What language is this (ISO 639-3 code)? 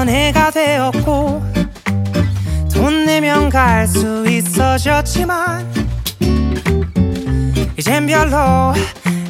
kor